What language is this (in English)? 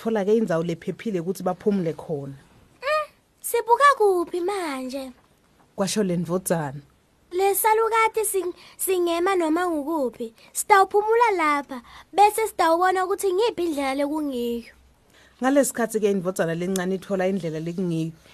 Swati